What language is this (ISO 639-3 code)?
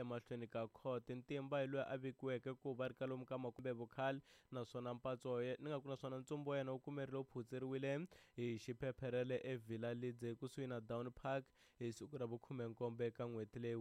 tso